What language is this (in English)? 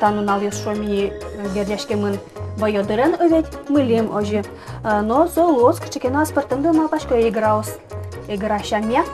Udmurt